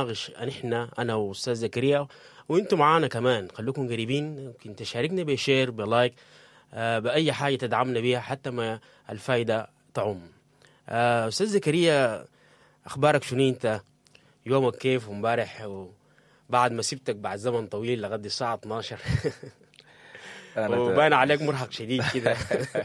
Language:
Sudanese Arabic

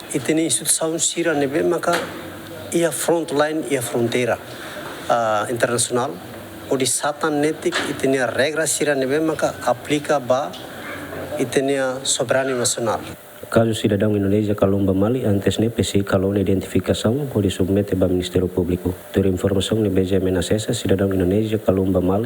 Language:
Tetum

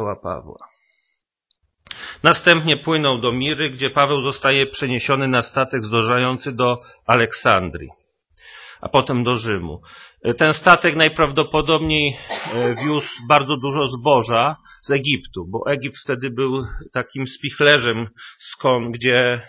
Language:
Polish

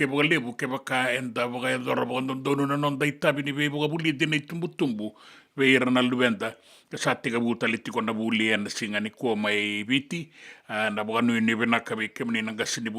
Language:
Fijian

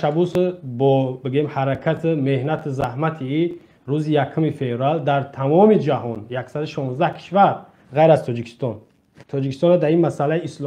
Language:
Tajik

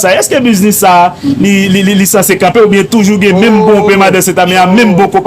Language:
Haitian Creole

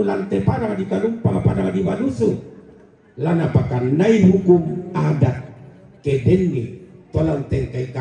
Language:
Toraja-Sa'dan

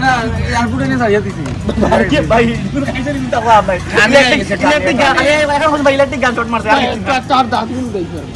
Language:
Sylheti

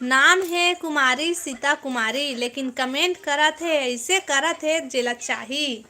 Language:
Chhattisgarhi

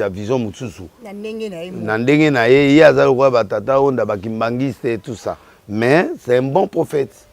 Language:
Lingala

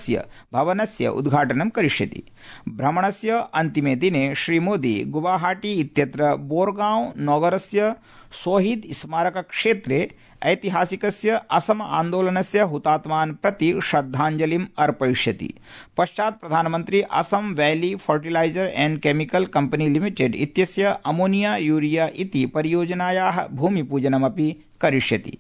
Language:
Sanskrit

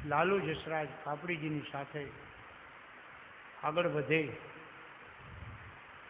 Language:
Gujarati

